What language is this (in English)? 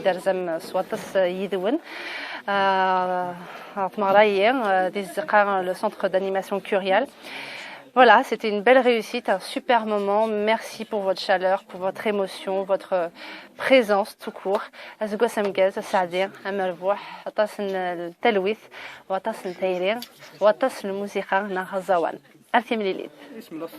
Kabyle